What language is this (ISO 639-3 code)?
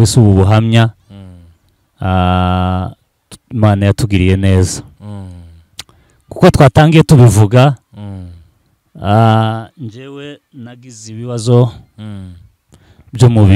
kin